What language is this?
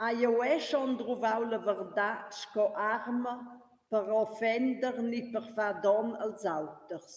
Romansh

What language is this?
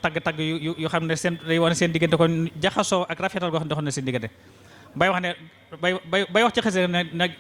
Wolof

